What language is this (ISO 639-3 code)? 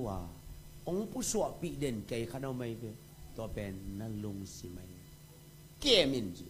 ctd